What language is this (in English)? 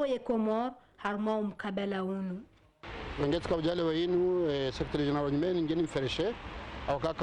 Ngazidja Comorian